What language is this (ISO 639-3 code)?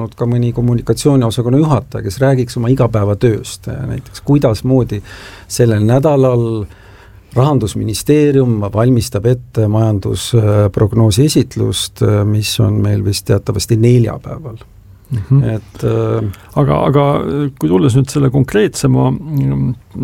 est